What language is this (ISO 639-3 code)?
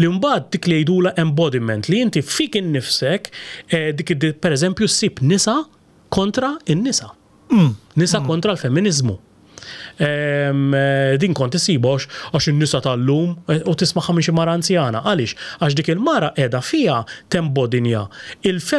mlt